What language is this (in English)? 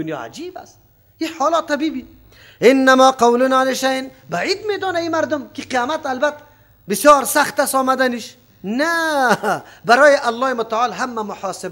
Persian